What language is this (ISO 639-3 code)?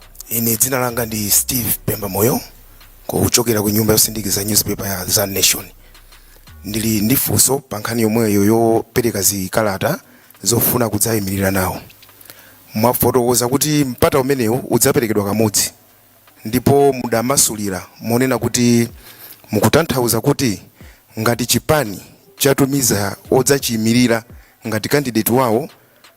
nya